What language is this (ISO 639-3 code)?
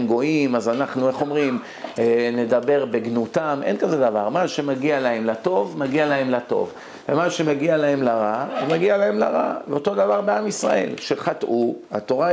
heb